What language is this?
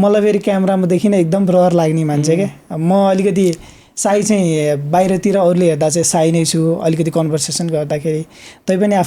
Nepali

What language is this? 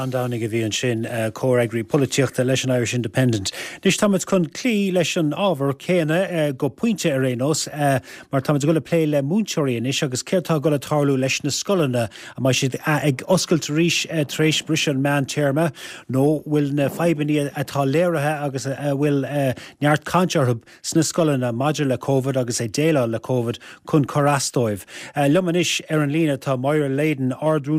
Irish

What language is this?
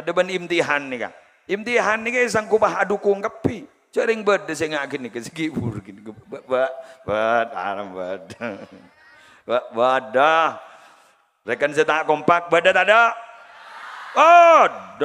Madurese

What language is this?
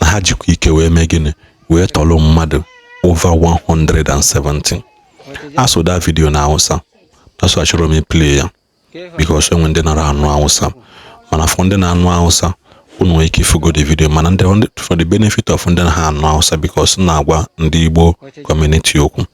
Igbo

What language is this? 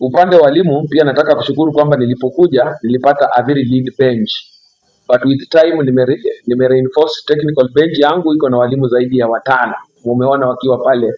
Swahili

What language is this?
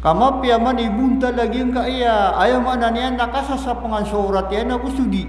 Maranao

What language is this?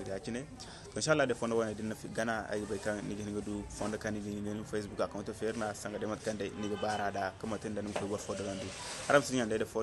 Zarma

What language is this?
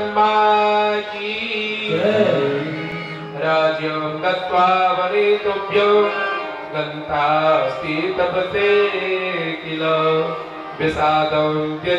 Maithili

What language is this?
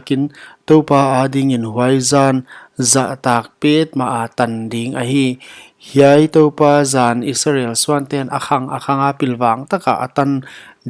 Paite Chin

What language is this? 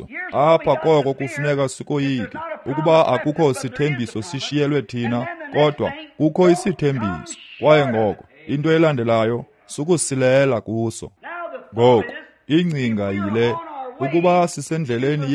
Xhosa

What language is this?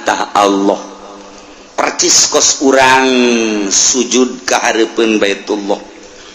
Sundanese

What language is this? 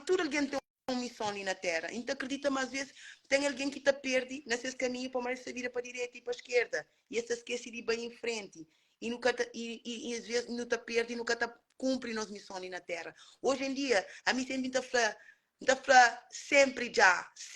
Kabuverdianu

